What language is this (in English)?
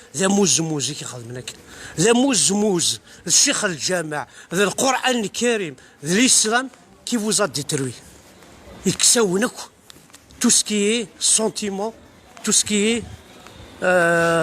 Kabyle